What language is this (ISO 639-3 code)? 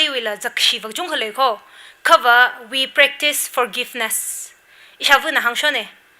nmf